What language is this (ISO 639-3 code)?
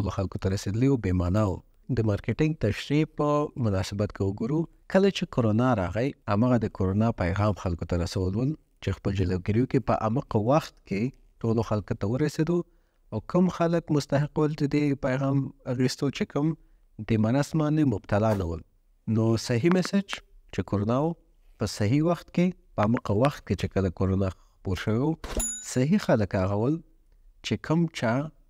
pus